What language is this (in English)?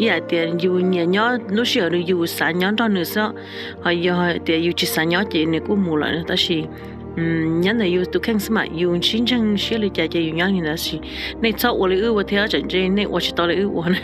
Hmong